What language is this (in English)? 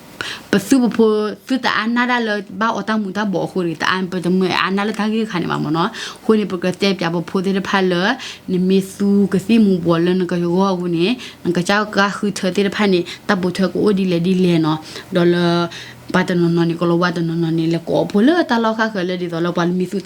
S'gaw Karen